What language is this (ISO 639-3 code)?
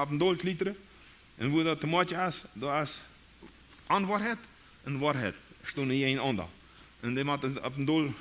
pdt